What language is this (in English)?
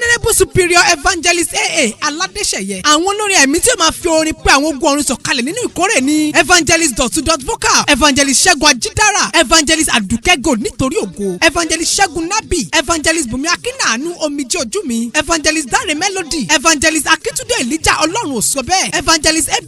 Yoruba